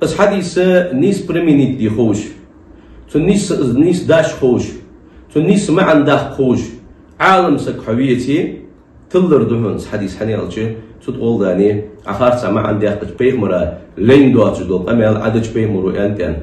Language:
Ingush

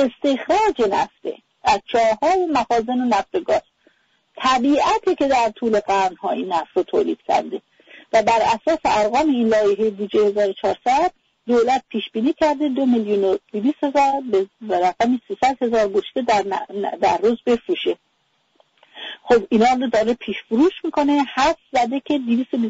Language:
Persian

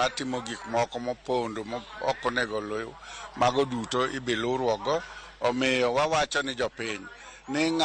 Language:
Luo (Kenya and Tanzania)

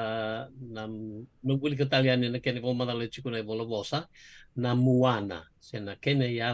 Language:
Fijian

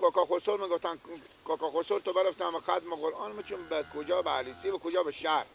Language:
Persian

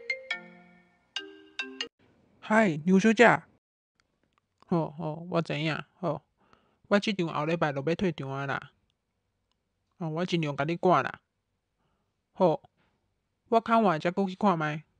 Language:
Min Nan Chinese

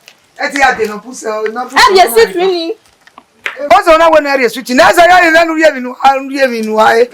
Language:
Bini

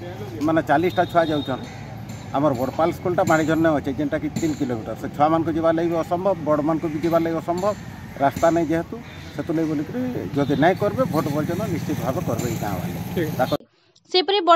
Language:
Odia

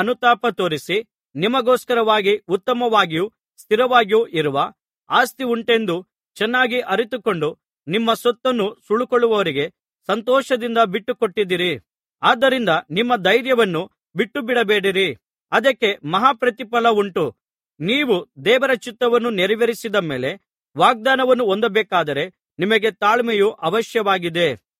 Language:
Kannada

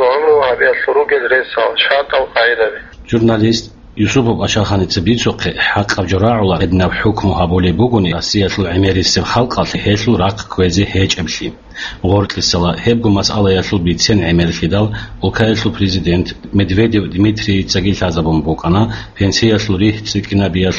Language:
Avaric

